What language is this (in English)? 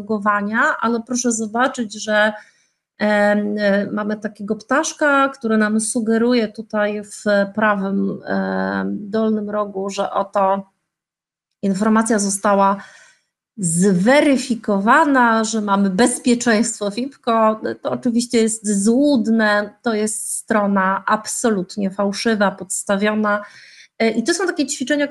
Polish